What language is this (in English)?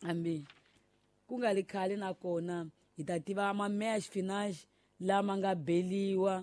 Tsonga